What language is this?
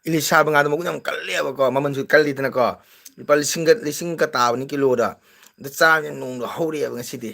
Manipuri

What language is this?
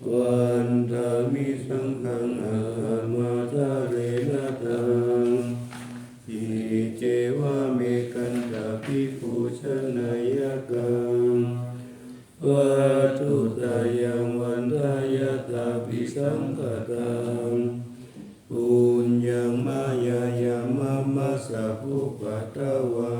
Pali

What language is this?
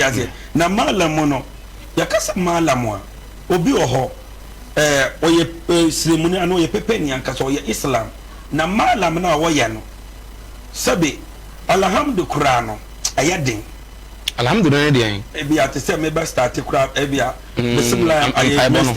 Akan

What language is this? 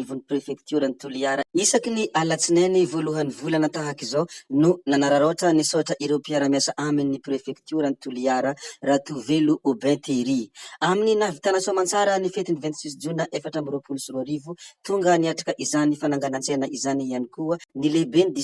Malagasy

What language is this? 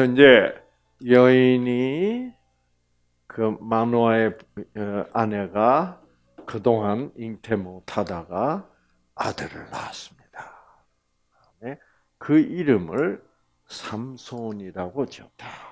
Korean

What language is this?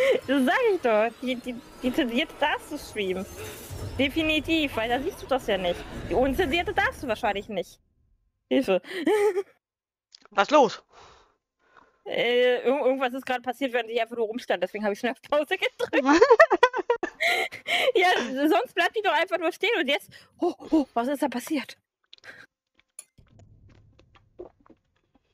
German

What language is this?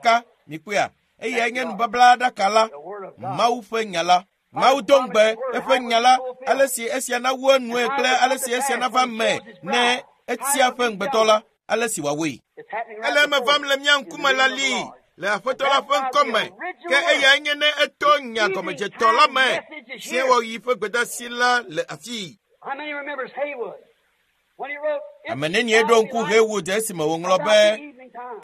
Ewe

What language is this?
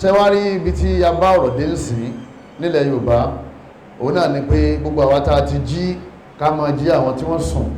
Yoruba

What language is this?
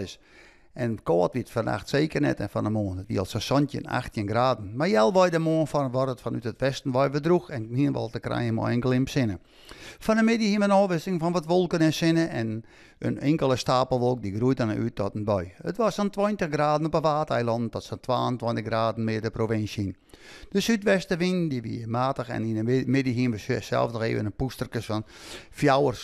Western Frisian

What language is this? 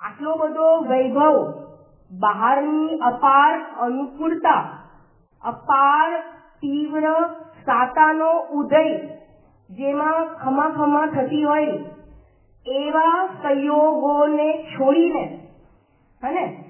Gujarati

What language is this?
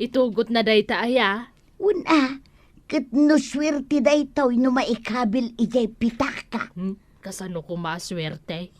Iloko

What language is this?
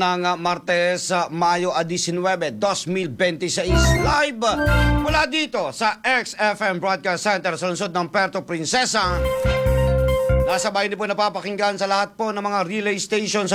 Filipino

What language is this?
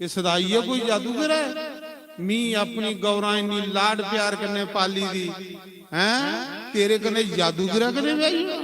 Dogri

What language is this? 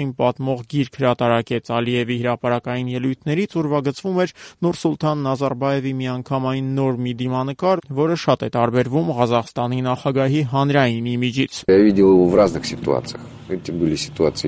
Armenian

